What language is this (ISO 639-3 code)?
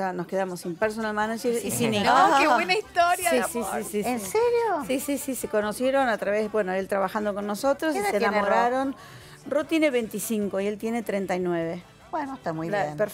spa